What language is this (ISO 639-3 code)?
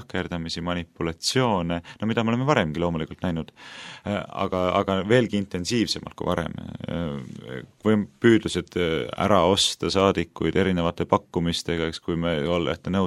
est